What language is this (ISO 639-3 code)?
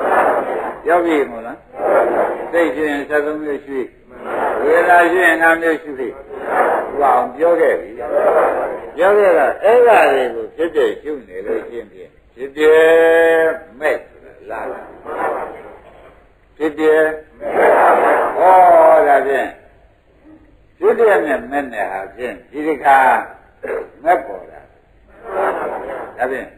mya